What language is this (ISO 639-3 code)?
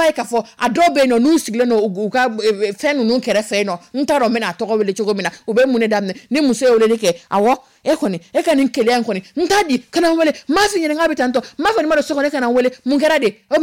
dyu